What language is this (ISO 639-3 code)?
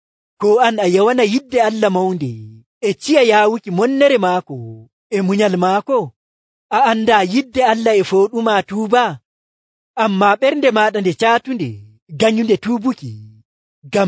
fuv